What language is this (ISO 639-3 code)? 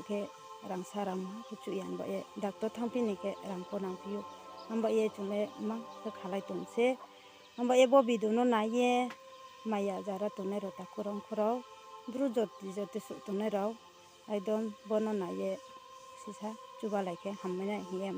ria